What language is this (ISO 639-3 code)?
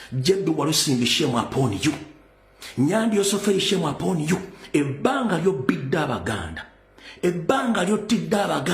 lug